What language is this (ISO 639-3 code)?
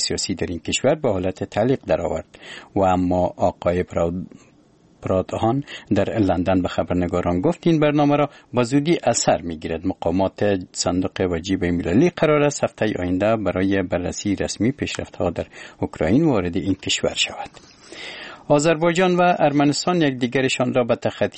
fas